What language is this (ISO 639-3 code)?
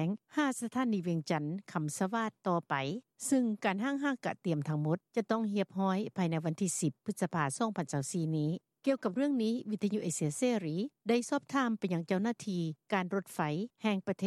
lao